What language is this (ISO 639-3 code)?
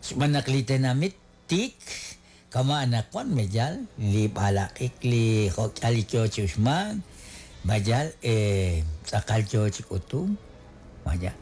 kek